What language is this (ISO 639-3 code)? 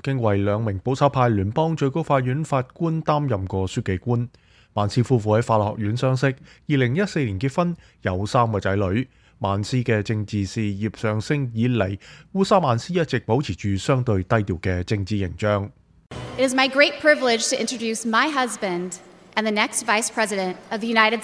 yue